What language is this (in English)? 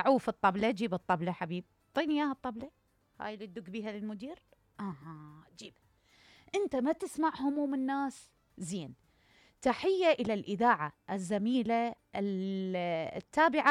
Mesopotamian Arabic